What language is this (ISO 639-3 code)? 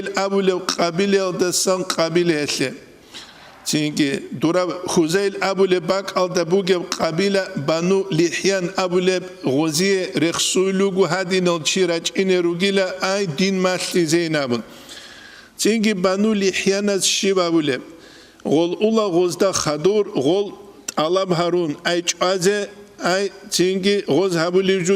ava